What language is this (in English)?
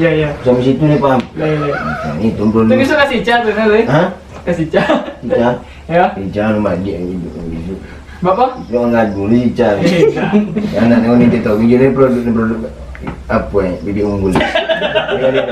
Minangkabau